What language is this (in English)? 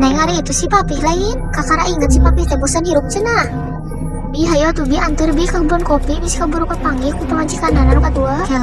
Sundanese